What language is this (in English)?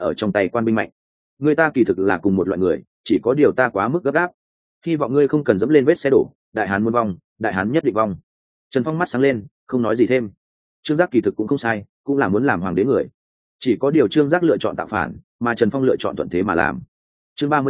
Vietnamese